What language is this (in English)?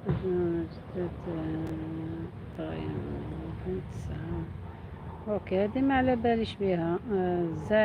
Algerian Arabic